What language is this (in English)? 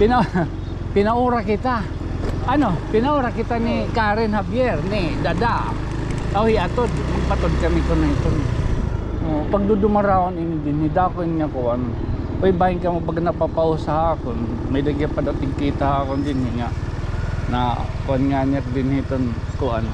Waray